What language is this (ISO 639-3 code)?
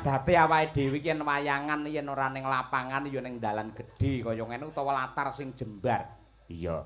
jav